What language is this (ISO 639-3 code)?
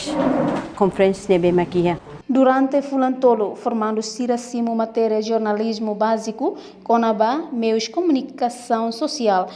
tet